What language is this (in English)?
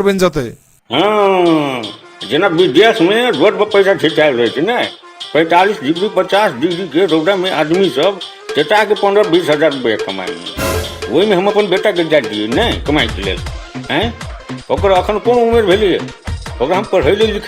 Maithili